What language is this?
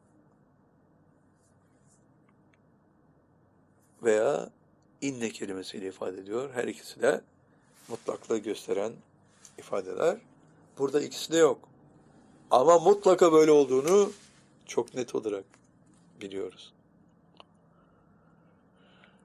Turkish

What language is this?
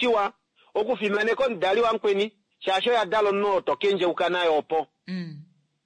Kuanyama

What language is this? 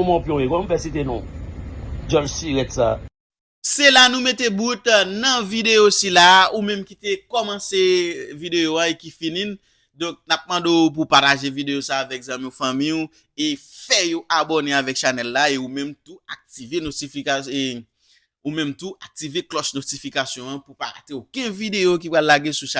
Haitian Creole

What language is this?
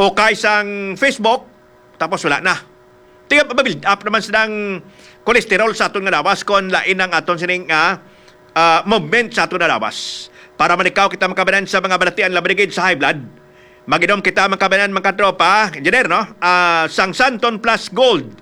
Hiligaynon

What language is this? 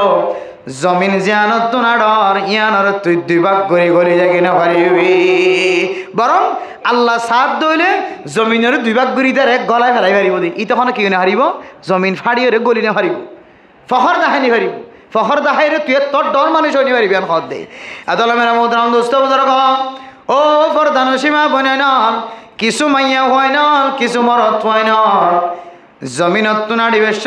Rohingya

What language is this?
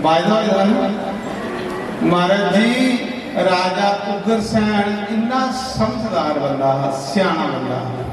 Dogri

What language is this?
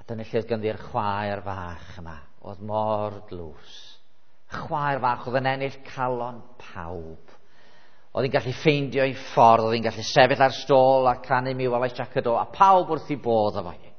Welsh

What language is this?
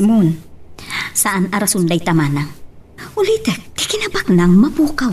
Iloko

